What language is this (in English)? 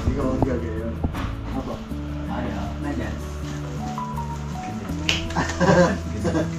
Filipino